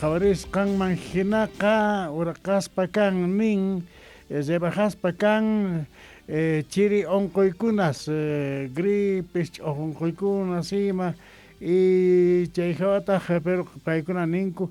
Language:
South Bolivian Quechua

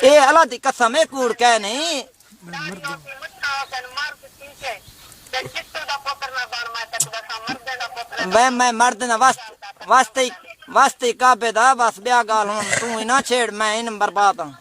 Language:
Saraiki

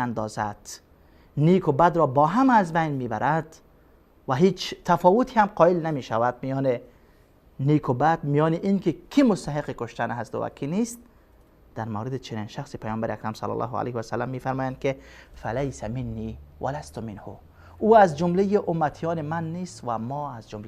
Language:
Persian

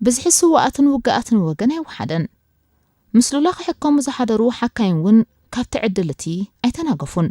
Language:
Tigrinya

